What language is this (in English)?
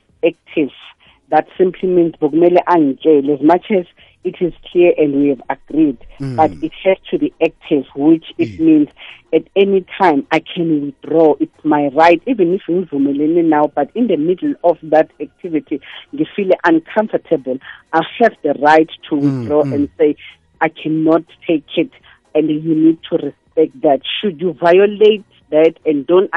South Ndebele